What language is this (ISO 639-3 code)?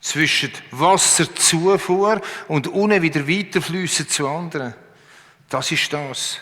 gsw